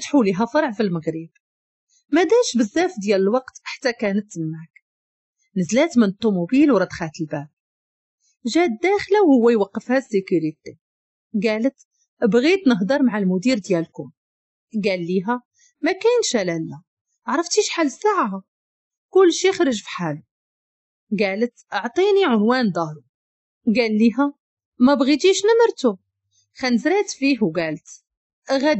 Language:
Moroccan Arabic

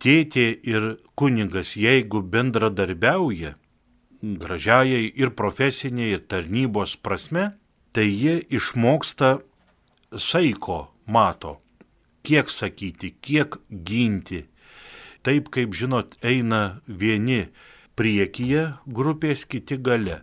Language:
Lithuanian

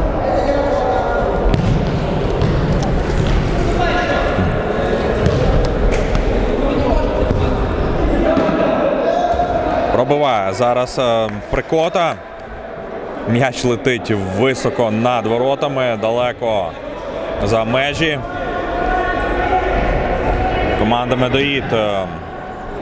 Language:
Ukrainian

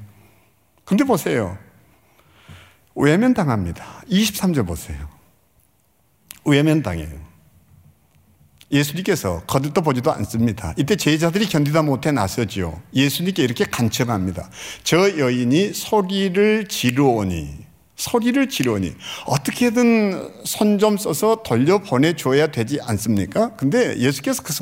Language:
Korean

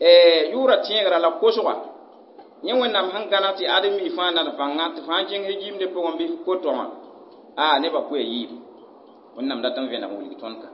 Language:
Mossi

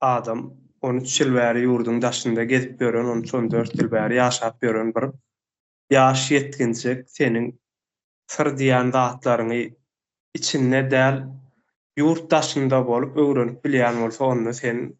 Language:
Turkmen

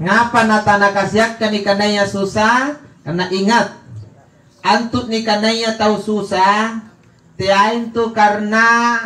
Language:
Makasar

